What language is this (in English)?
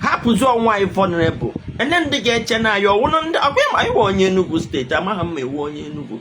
Igbo